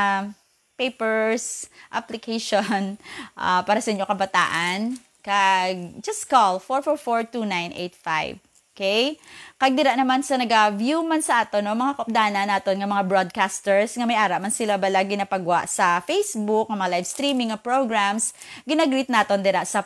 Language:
Hiligaynon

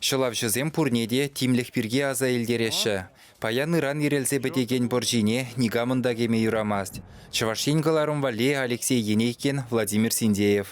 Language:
Chuvash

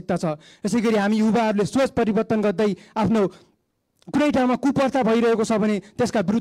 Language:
Nepali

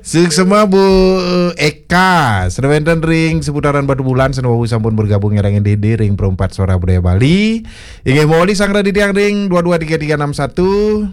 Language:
Balinese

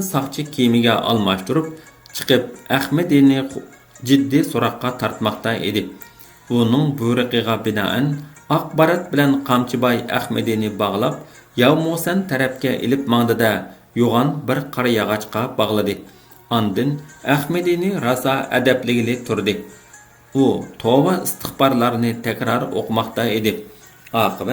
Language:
Uyghur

